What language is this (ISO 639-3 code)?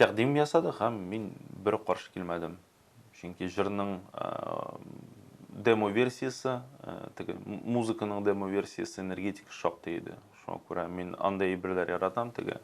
tat